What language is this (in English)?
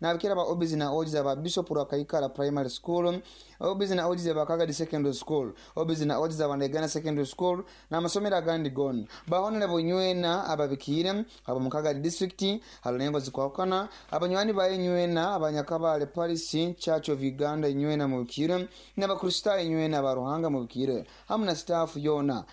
Nyoro